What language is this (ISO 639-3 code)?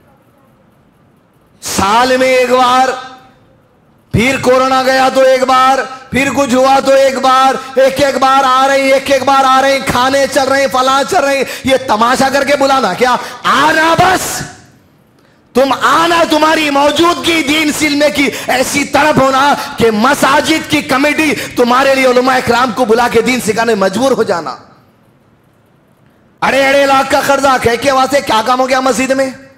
urd